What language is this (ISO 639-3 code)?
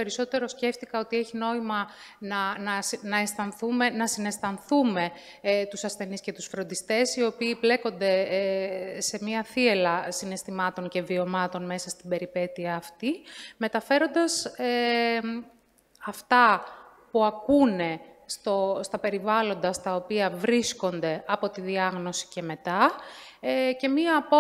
ell